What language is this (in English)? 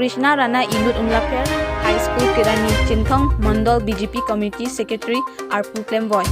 Karbi